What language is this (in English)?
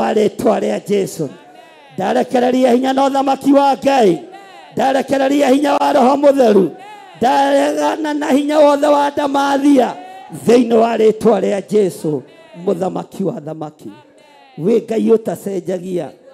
Kikuyu